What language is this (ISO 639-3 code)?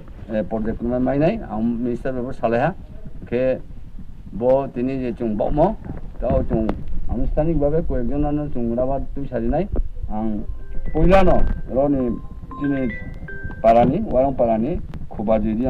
ria